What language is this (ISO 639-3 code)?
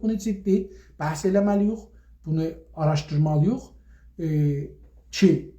azb